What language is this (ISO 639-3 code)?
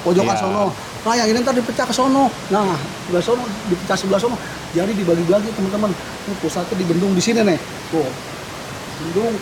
bew